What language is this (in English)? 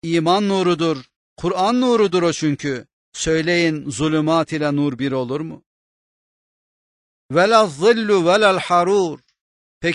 Turkish